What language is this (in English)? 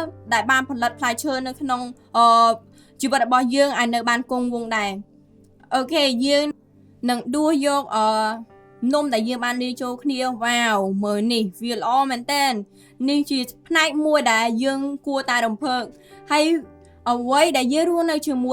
Khmer